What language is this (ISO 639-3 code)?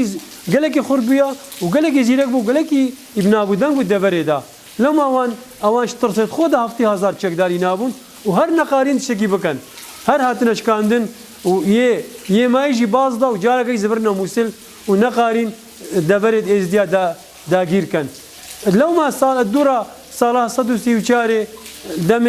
kur